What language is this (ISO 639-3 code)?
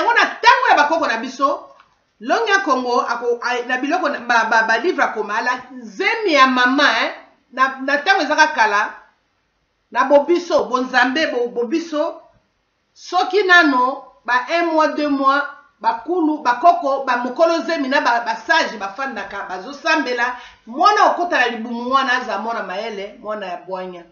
lin